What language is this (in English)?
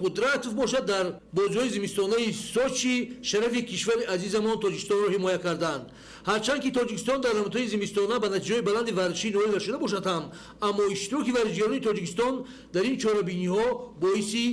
Tajik